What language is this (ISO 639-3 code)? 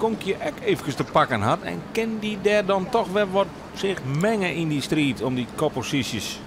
fry